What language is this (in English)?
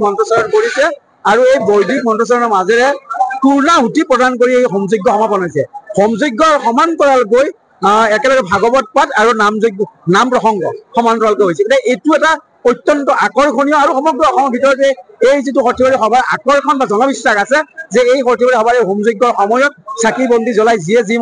Assamese